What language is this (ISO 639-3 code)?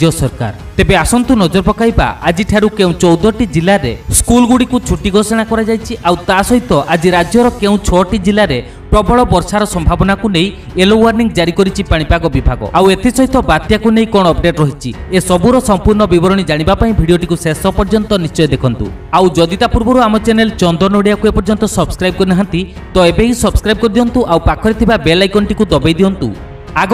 ori